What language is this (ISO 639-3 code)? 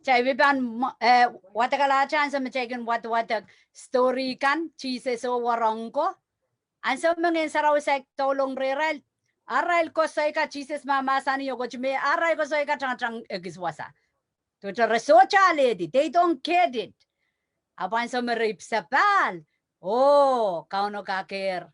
pon